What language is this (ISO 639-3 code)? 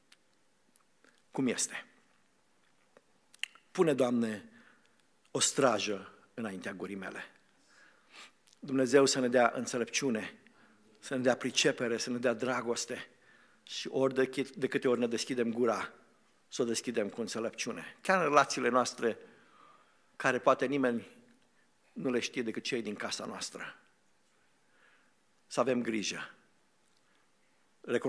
ron